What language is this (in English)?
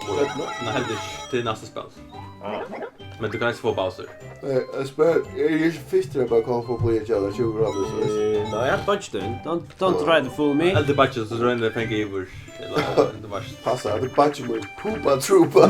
Faroese